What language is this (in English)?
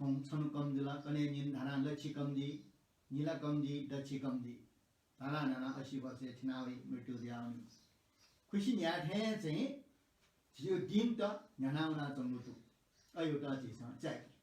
Newari